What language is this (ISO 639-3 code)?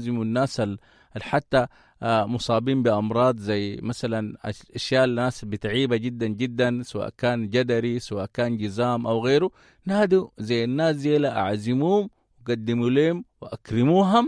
apd